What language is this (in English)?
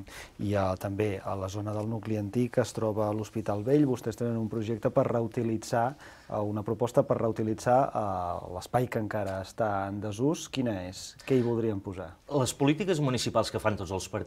Catalan